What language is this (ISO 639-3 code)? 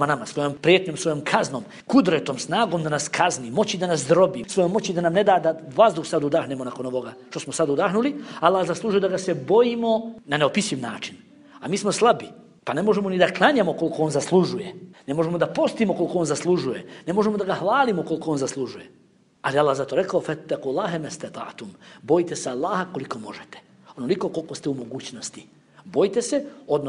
bos